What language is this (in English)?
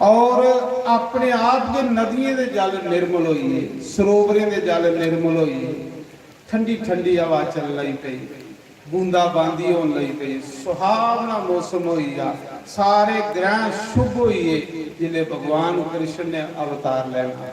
Dogri